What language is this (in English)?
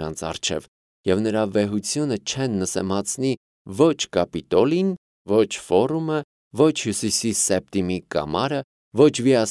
Armenian